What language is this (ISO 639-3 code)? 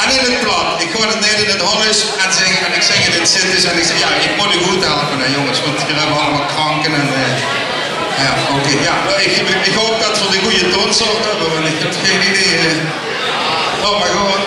lim